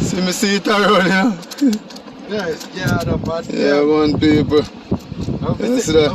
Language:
Jamaican Creole English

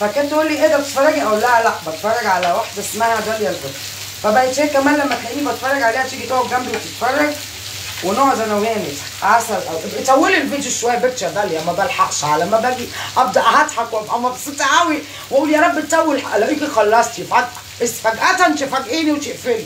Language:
Egyptian Arabic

